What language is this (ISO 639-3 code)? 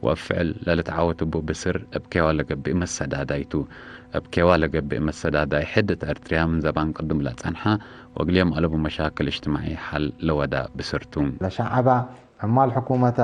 tig